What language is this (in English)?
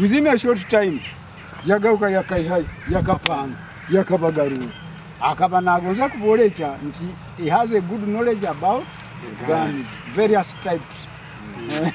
Nyoro